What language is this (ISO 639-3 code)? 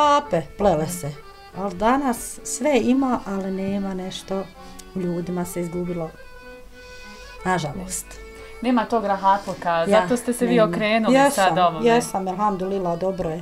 bos